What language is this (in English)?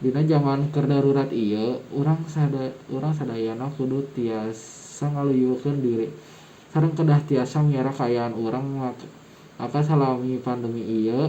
Sundanese